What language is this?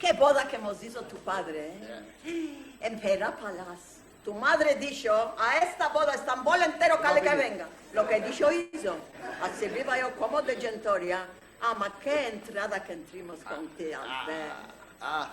Ladino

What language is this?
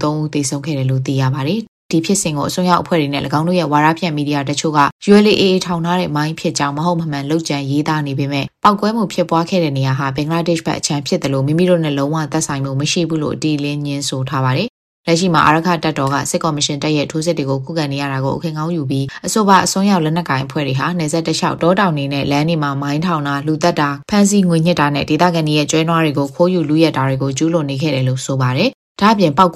Burmese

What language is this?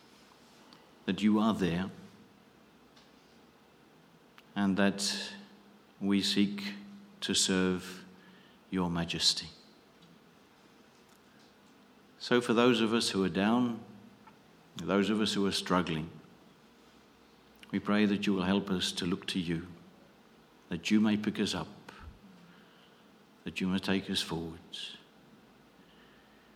English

